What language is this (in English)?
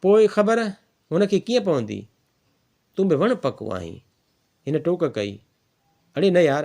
Sindhi